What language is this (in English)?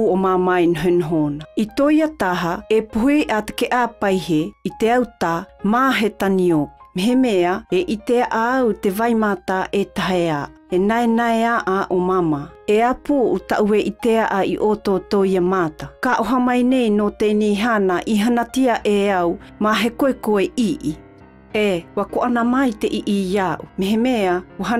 South Marquesan